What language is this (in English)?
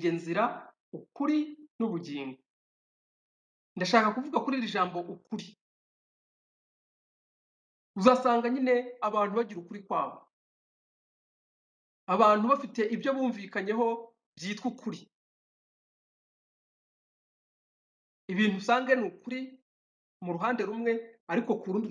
Kinyarwanda